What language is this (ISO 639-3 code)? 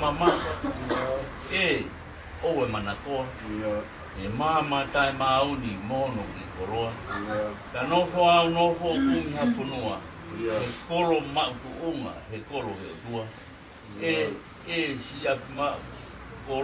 ton